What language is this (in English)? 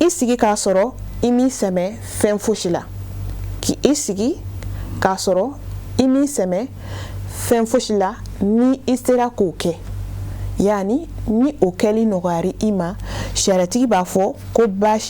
Bambara